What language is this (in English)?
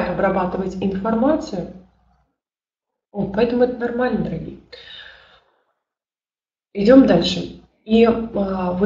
Russian